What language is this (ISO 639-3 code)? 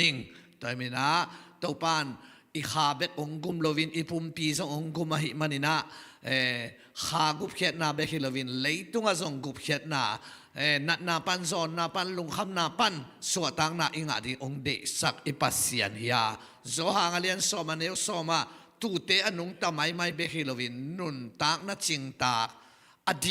ctd